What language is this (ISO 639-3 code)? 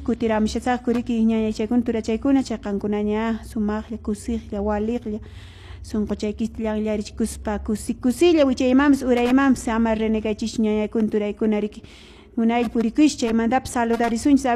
que